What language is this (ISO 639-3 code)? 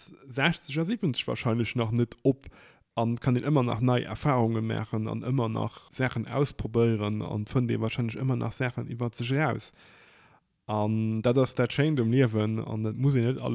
ltz